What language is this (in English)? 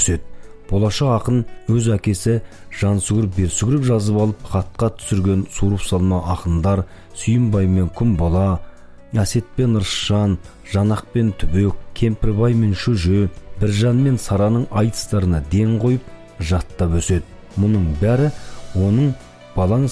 Kazakh